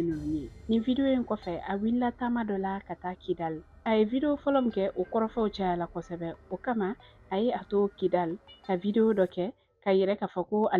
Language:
Bambara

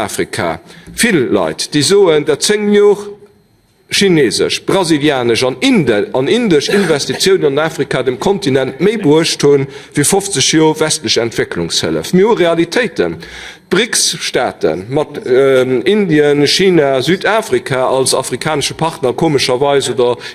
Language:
Luxembourgish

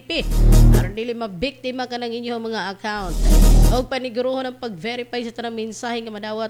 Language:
Cebuano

